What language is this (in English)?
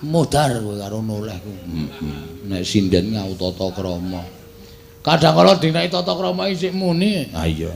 Javanese